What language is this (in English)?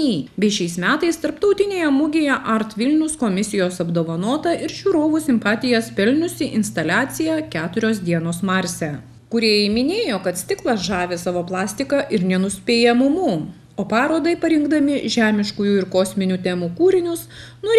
Lithuanian